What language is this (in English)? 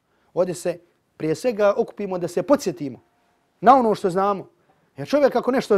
Bosnian